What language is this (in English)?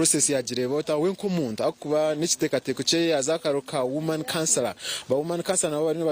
Nyankole